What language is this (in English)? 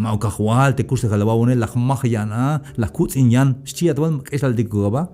Tzeltal